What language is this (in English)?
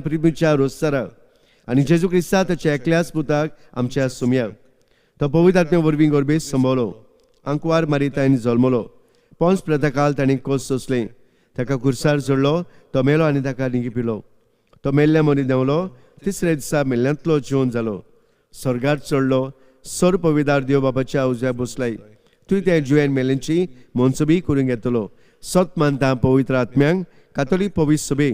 Konkani